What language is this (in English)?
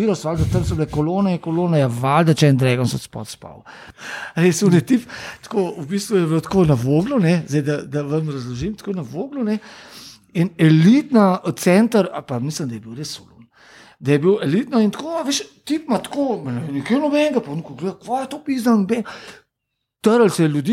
Slovenian